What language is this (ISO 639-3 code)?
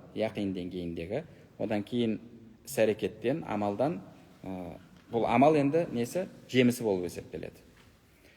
kaz